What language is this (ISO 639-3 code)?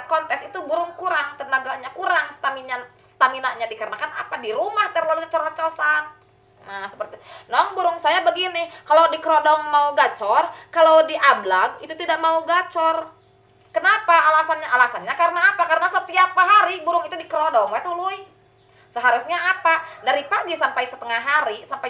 ind